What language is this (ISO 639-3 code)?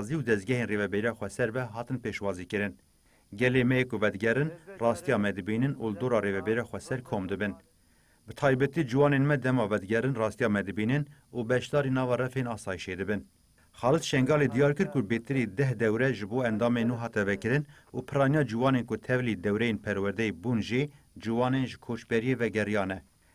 kur